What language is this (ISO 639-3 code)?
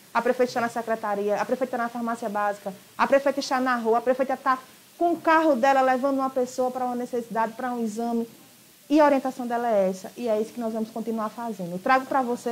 por